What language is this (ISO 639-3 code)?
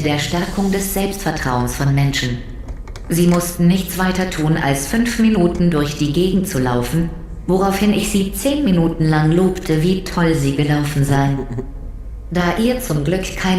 gsw